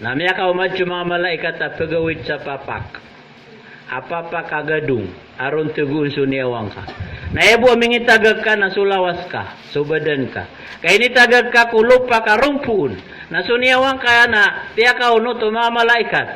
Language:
Maranao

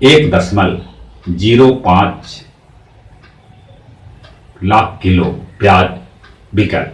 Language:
Magahi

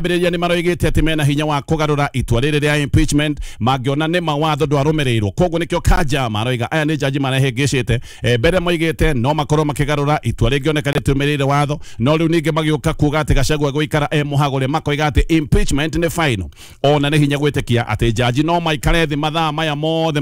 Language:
Kikuyu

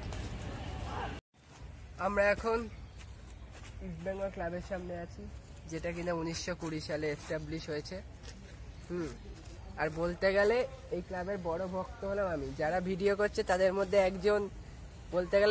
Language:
Bangla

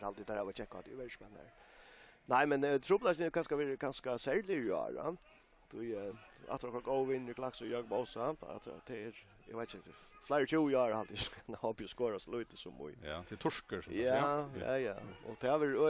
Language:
Faroese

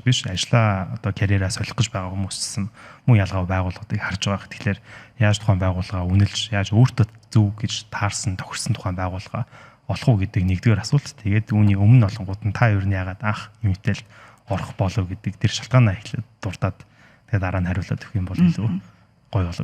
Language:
Mongolian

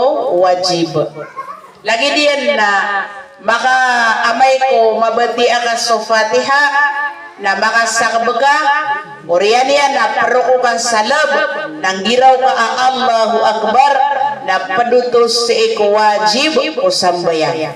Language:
Maranao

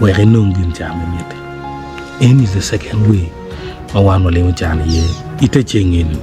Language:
Acoli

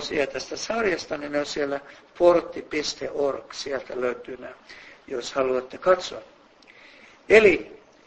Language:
Finnish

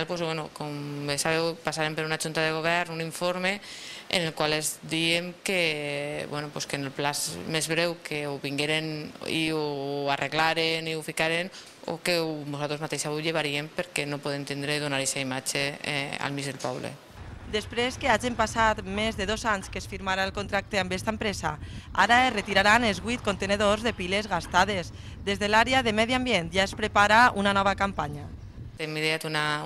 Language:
Catalan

